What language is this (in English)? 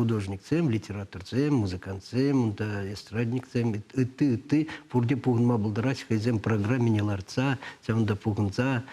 Chuvash